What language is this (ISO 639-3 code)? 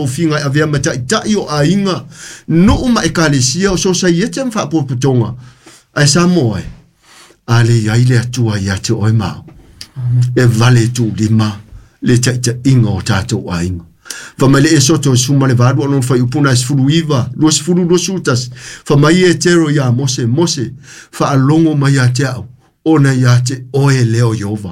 smo